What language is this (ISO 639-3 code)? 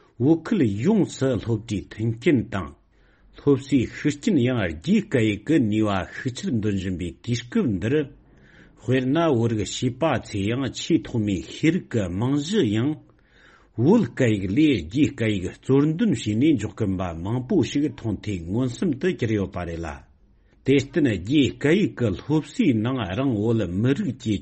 bod